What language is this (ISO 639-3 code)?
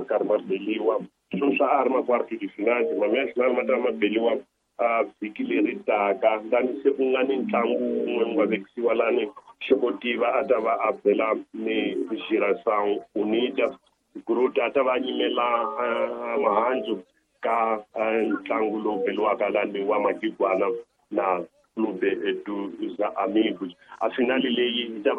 tso